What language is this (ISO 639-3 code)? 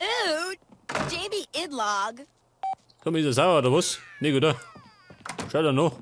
bar